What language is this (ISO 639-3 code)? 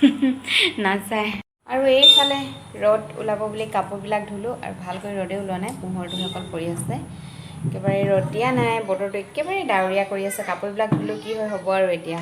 asm